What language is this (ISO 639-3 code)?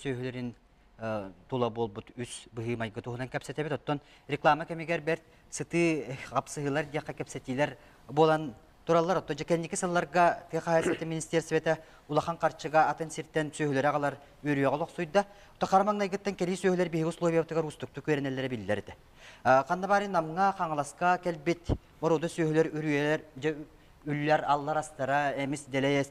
sah